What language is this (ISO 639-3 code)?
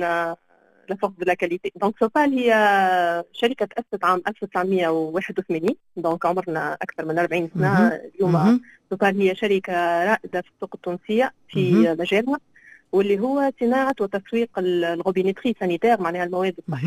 aeb